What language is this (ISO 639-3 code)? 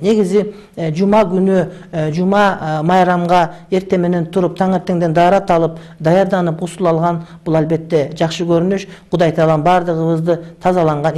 kir